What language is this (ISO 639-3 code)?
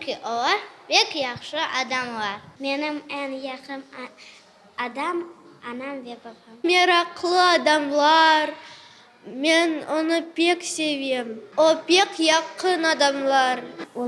crh